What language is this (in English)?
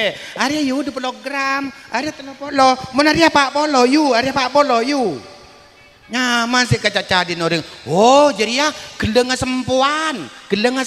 Madurese